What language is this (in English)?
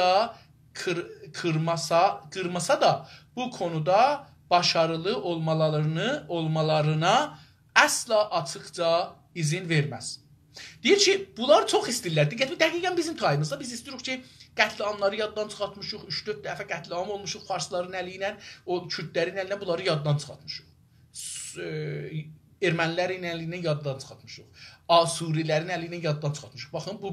South Azerbaijani